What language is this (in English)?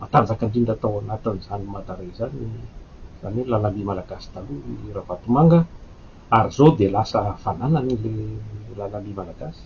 Malagasy